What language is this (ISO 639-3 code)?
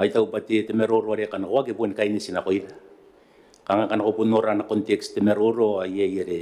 gil